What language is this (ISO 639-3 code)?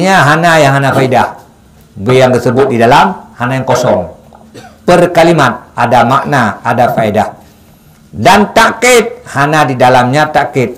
ace